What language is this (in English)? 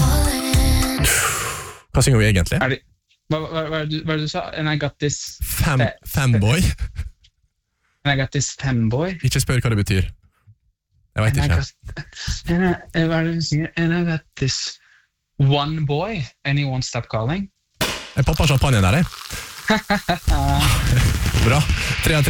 Norwegian